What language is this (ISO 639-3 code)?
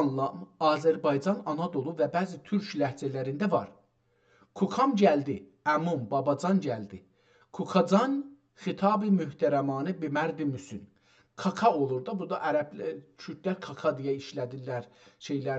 azb